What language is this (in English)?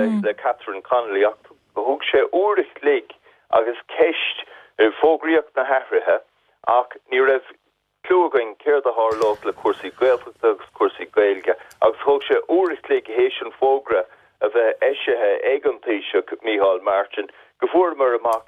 Irish